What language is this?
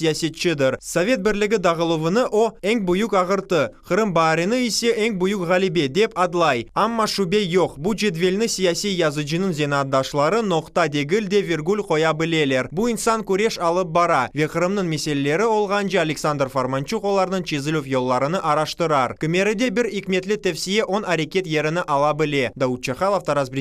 Crimean Tatar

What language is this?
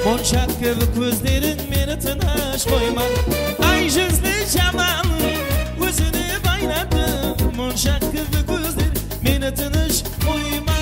Kara-Kalpak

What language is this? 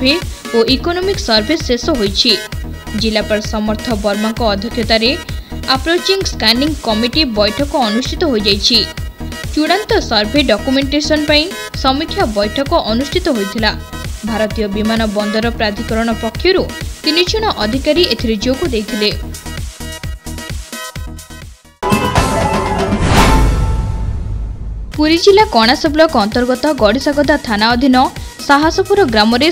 Odia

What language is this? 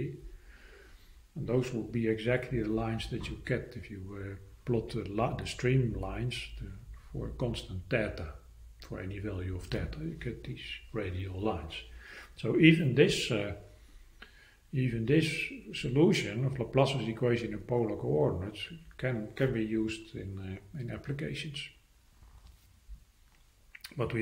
English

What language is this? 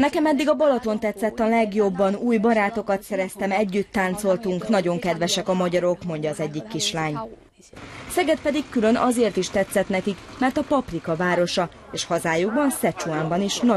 Hungarian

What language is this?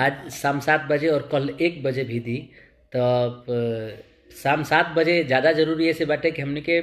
Bhojpuri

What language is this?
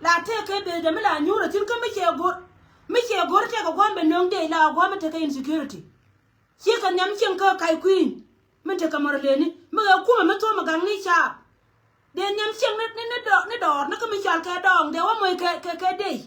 Nuer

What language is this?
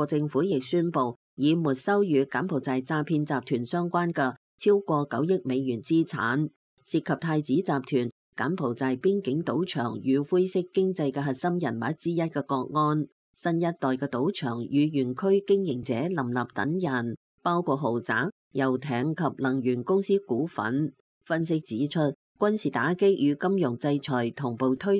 Cantonese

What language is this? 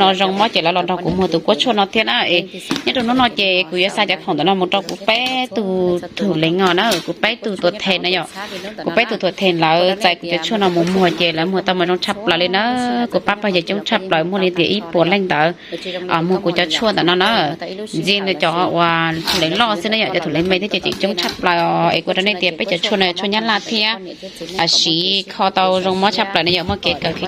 Hmong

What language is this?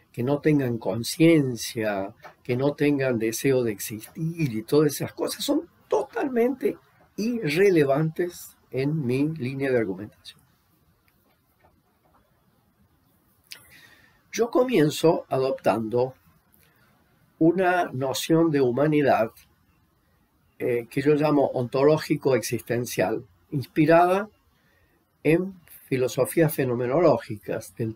Spanish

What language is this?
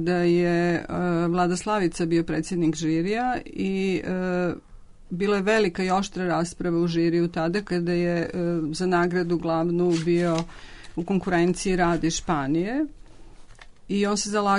Serbian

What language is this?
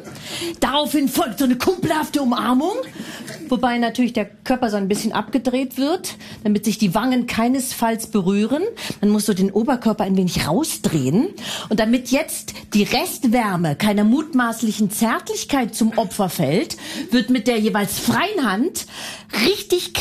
German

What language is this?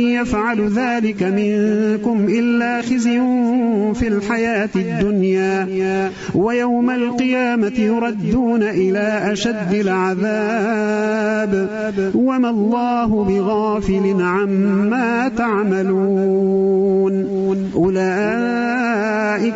Arabic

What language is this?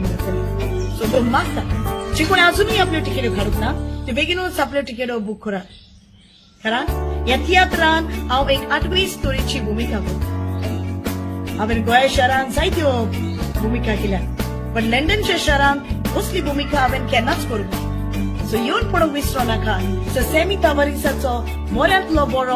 Konkani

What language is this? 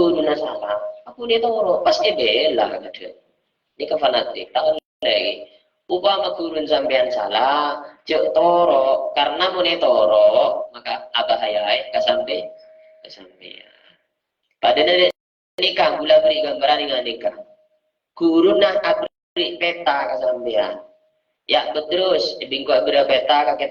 Madurese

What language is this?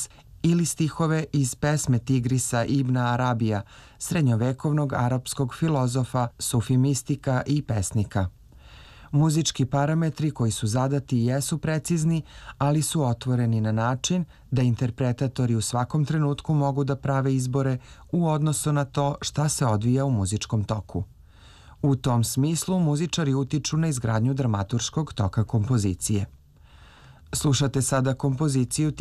Serbian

